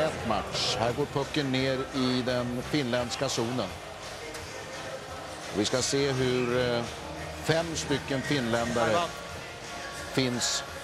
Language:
Swedish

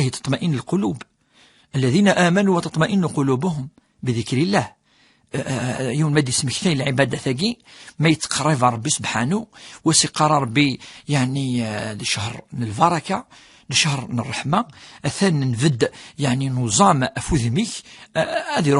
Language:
Kabyle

